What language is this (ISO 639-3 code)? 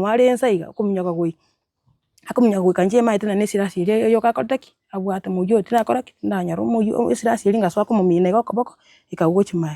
guz